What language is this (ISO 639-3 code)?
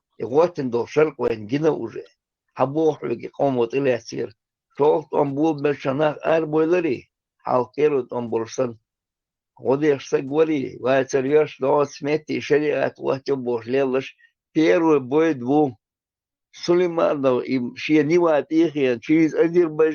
che